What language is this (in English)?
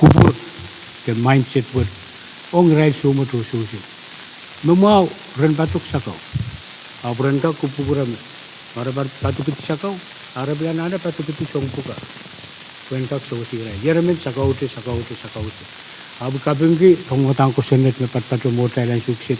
Pohnpeian